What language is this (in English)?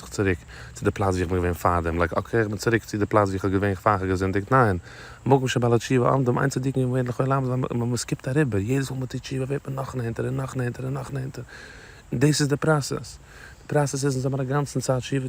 Yiddish